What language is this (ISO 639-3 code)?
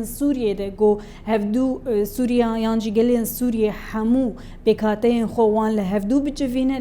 kur